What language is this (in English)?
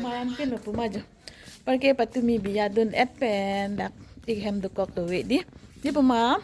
Karbi